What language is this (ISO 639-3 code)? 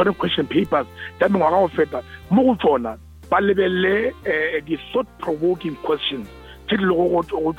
nso